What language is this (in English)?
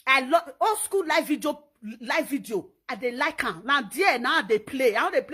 Nigerian Pidgin